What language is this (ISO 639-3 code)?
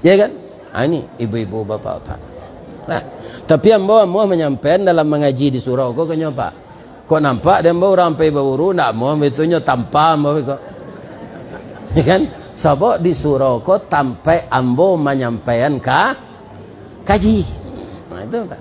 min